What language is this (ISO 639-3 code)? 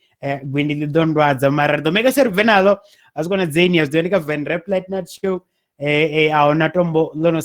ven